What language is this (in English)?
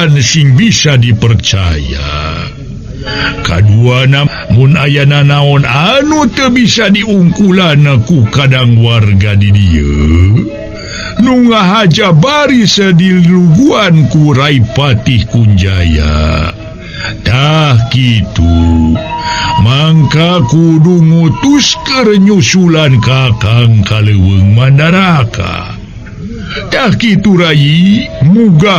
Sundanese